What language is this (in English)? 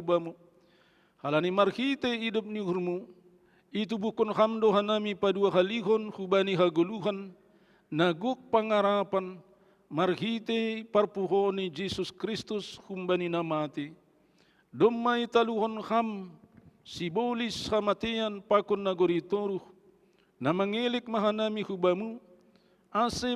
Batak Simalungun